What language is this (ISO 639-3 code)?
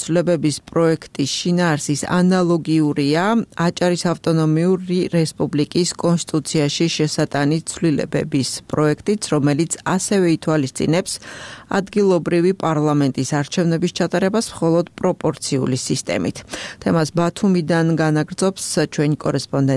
kat